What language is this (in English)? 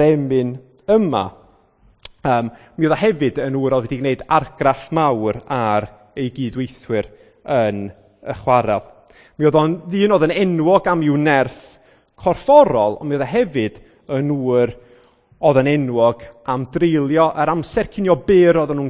Welsh